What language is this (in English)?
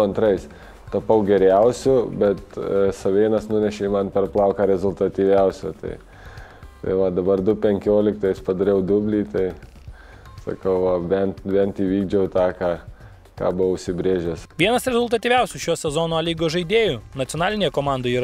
Lithuanian